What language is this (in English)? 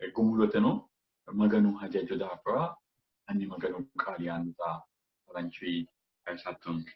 Sidamo